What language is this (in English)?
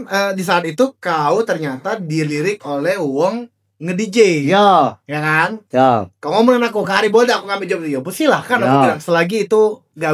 Musi